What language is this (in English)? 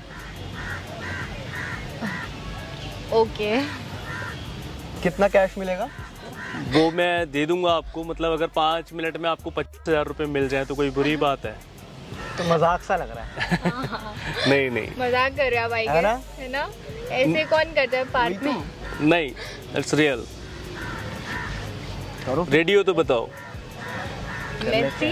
Hindi